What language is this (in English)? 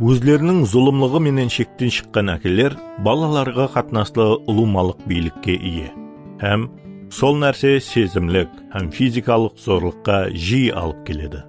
Kara-Kalpak